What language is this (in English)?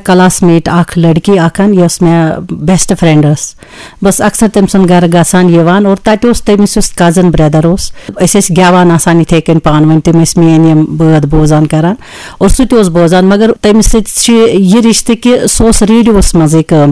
Kashmiri